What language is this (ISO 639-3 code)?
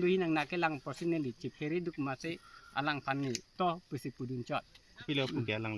mjw